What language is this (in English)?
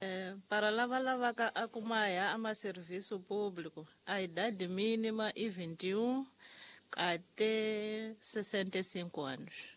Tsonga